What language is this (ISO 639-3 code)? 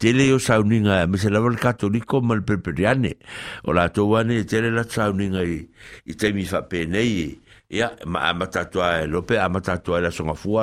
smo